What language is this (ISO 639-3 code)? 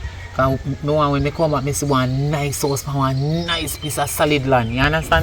jam